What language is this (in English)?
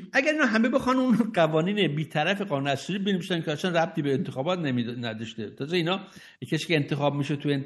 Persian